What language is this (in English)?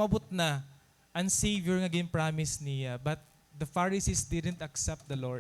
Waray